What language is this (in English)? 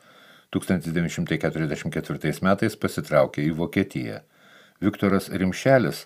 Lithuanian